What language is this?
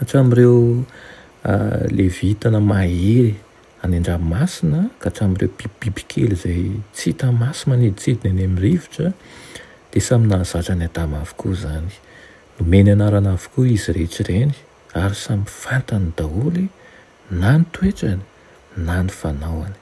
Malagasy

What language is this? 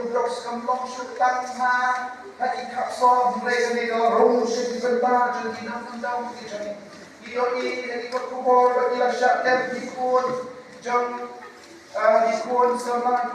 Khasi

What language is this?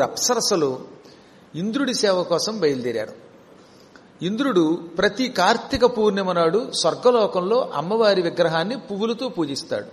Telugu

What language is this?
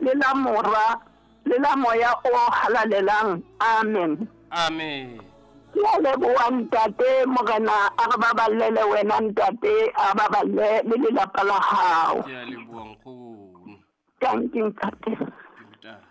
Southern Sotho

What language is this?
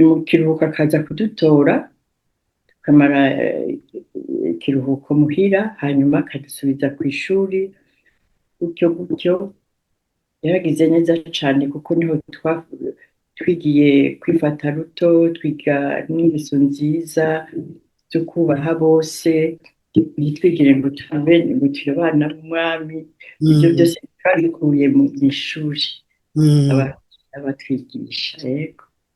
Rundi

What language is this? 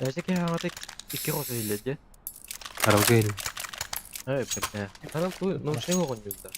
Yakut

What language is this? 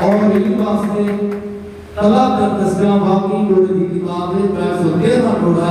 Saraiki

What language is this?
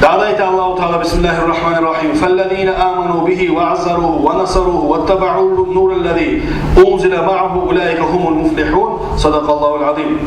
Kumyk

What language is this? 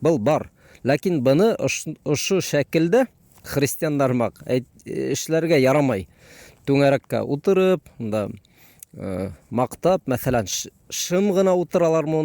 Bashkir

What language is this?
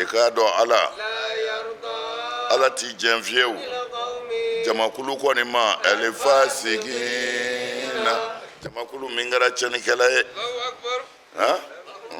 Bambara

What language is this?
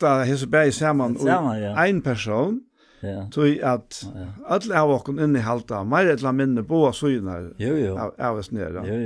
Faroese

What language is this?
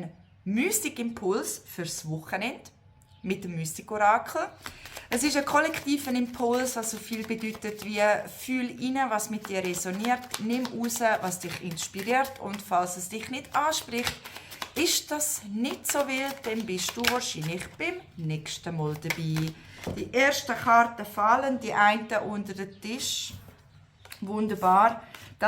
Swiss German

